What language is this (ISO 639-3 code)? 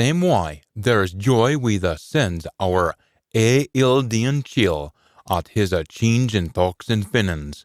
sco